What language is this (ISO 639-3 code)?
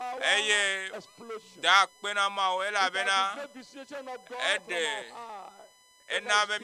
ewe